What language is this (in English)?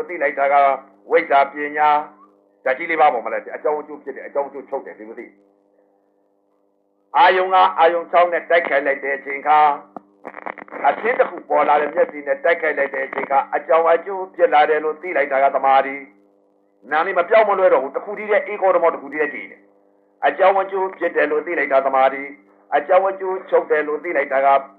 Burmese